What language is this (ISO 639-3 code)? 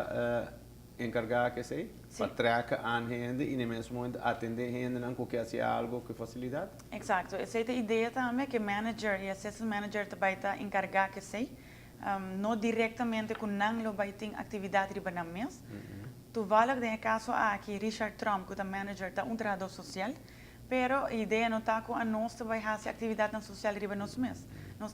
pap